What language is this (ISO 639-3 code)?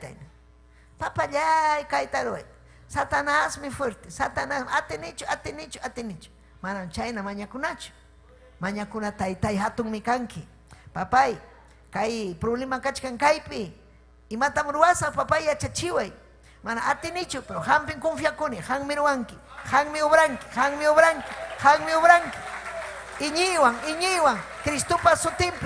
quy